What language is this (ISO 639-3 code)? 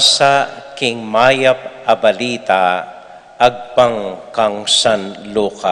pam